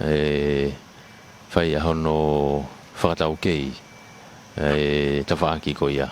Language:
Tongan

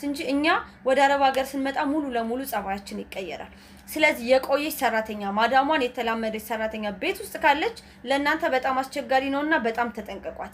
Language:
Amharic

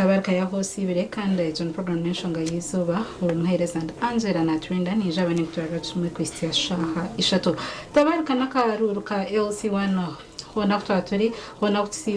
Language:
Nyankole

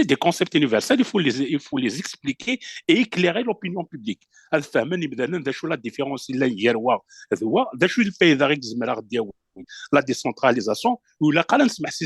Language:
Kabyle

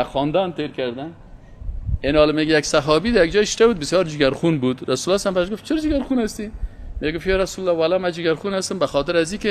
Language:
Persian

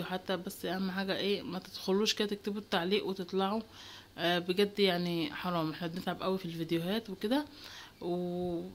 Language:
Egyptian Arabic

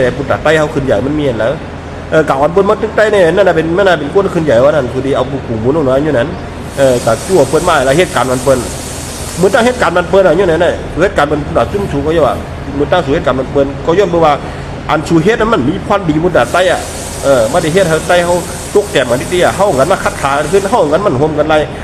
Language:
Shan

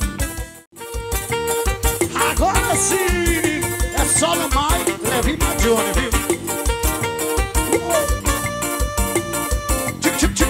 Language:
Portuguese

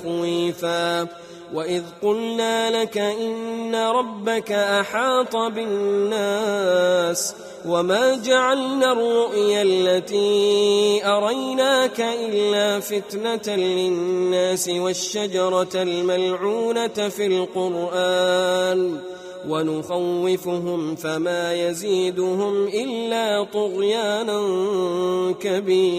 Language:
Arabic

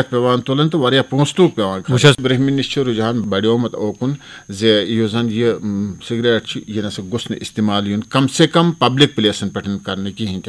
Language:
Kashmiri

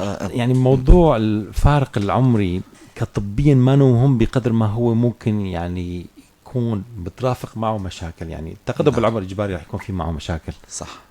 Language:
North Levantine Arabic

